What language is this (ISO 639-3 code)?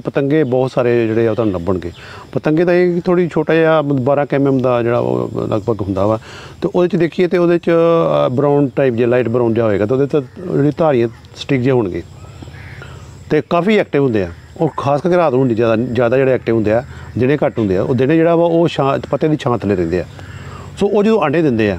pan